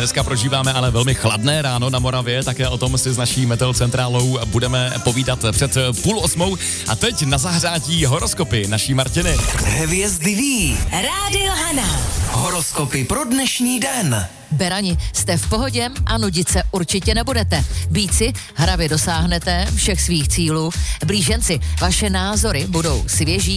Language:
Czech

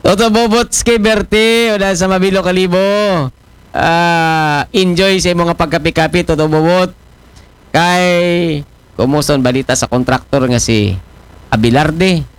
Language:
Aklanon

